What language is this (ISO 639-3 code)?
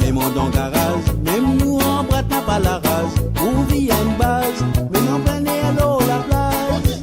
mfe